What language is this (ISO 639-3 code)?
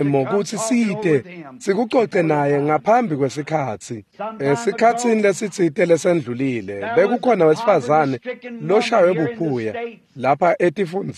ssw